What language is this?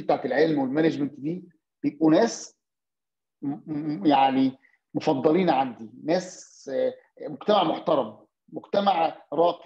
Egyptian Arabic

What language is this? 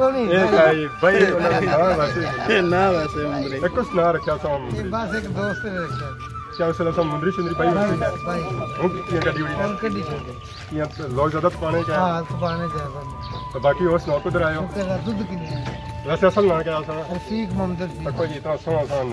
Pahari-Potwari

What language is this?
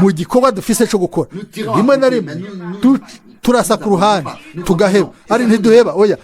Rundi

